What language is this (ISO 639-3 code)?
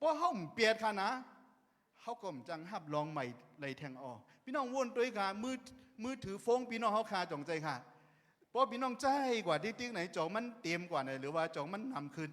shn